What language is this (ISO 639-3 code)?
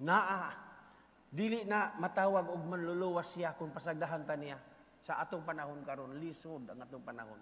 ceb